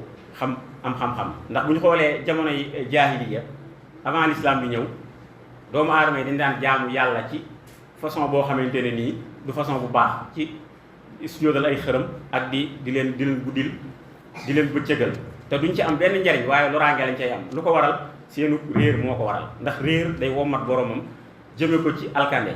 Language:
Wolof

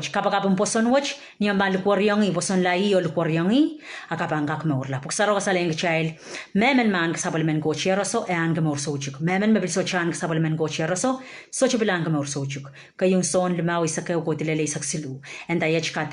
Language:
Pohnpeian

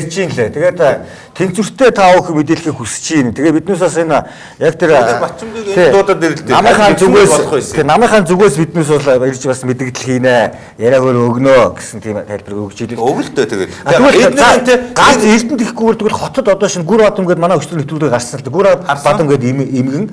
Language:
Mongolian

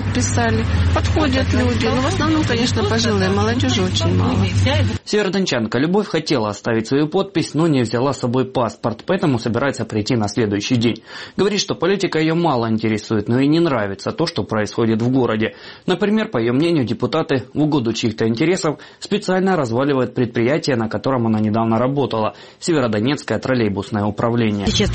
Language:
Russian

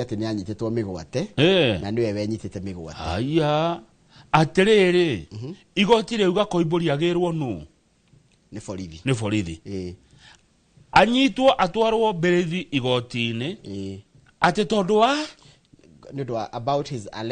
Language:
Kikuyu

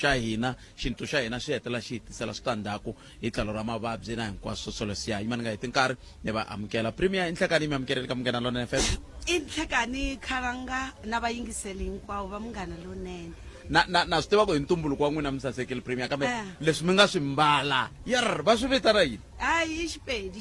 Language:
Tsonga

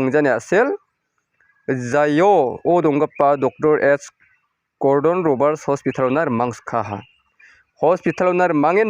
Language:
Garo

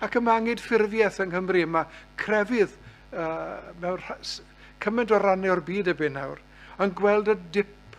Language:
Welsh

